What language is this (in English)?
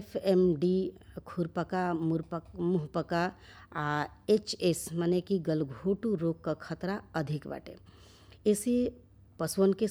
Bhojpuri